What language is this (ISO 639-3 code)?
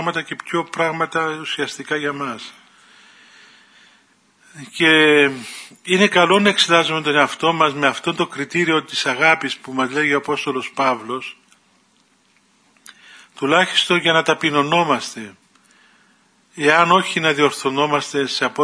ell